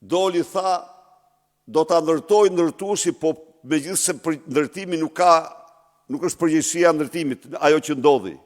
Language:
Albanian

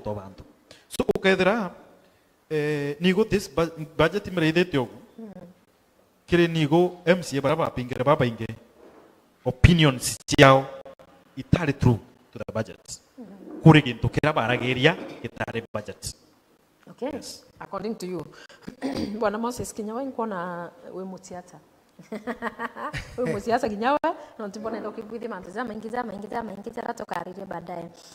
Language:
Meru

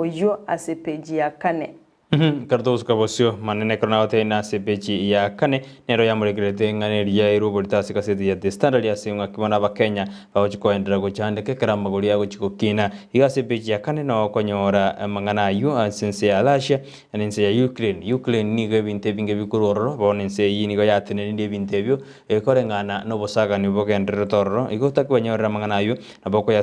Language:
Gusii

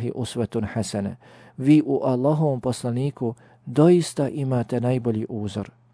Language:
Bosnian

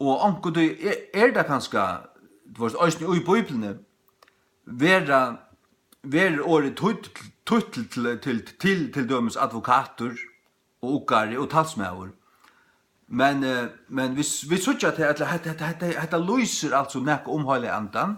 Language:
Faroese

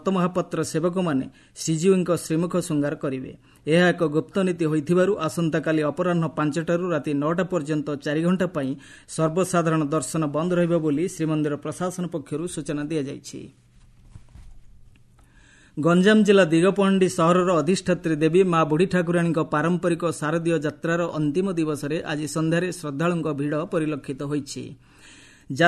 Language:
Odia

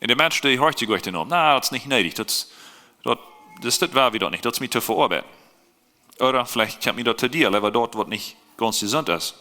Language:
Plautdietsch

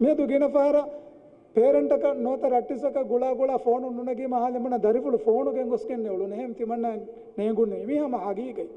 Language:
Divehi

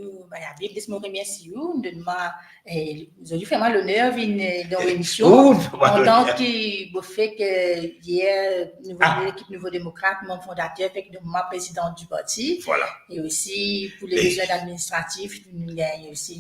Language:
Morisyen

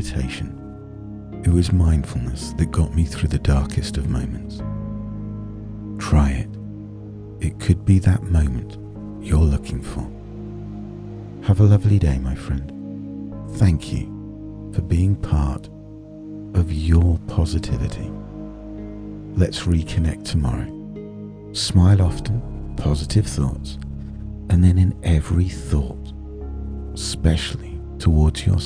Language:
English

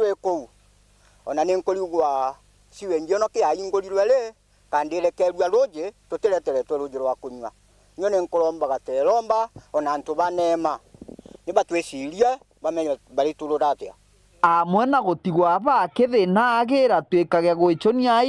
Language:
Meru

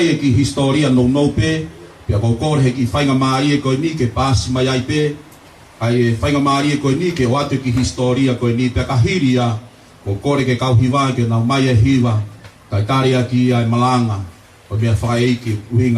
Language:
Tongan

